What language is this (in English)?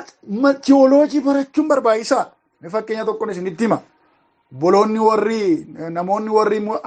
Oromo